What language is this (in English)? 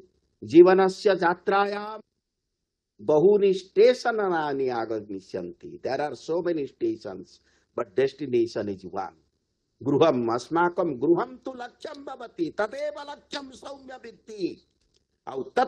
Sanskrit